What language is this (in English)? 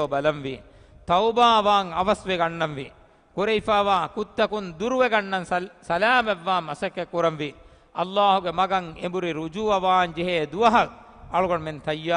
Divehi